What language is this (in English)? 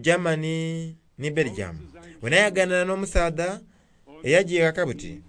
Soga